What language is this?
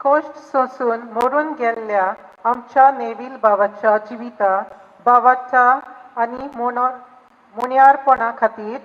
Konkani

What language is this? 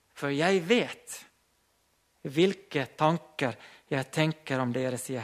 Norwegian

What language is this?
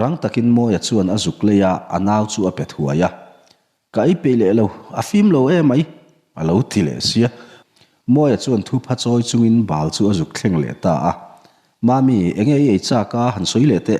Mizo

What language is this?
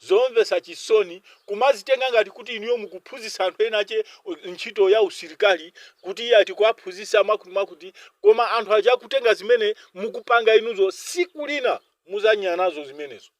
Nyanja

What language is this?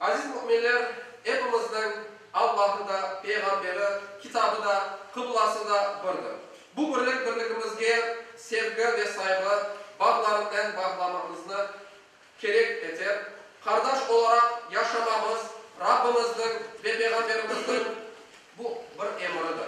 Crimean Tatar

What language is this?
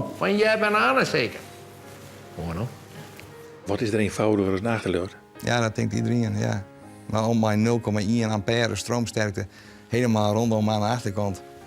Western Frisian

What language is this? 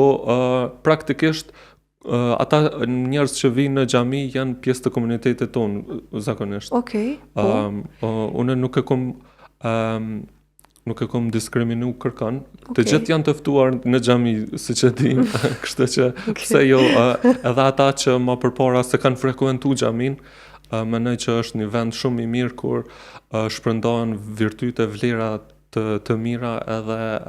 Albanian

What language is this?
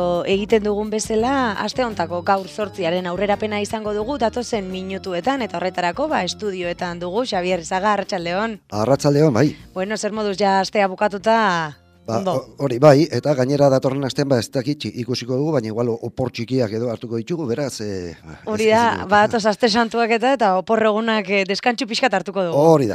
Basque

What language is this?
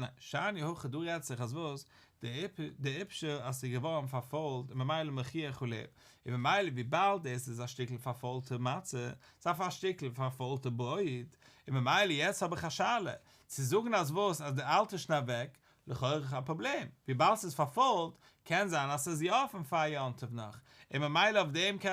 Yiddish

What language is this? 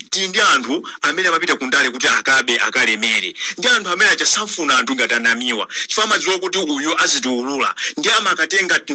Nyanja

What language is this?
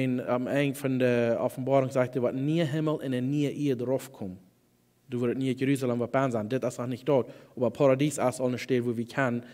Plautdietsch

